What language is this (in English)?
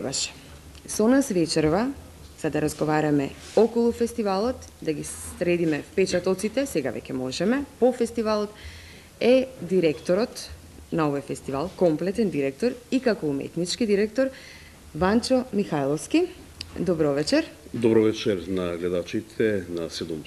Macedonian